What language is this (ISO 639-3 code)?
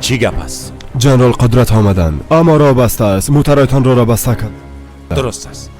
fas